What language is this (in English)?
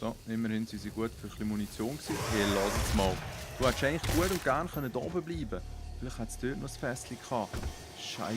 Swiss German